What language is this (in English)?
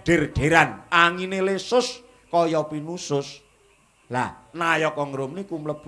Javanese